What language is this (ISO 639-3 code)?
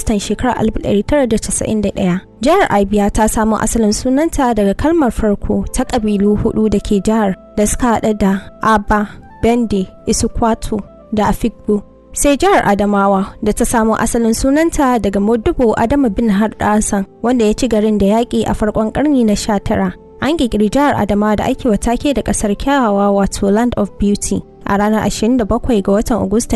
hau